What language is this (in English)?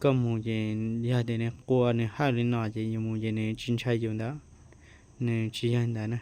Hmong